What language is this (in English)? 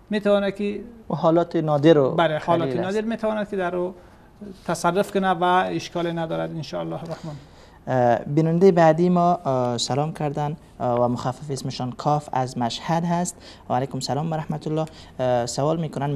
Persian